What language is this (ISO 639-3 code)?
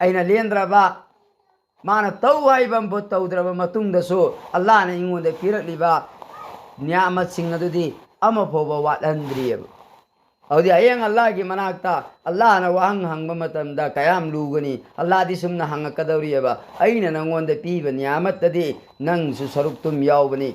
mni